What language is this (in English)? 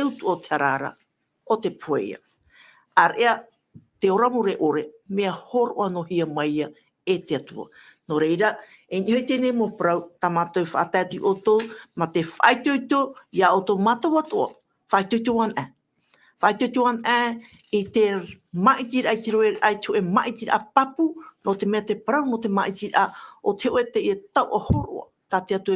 Tahitian